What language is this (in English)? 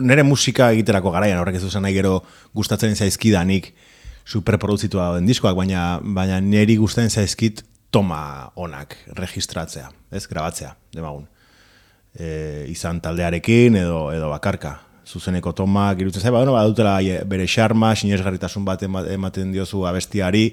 Basque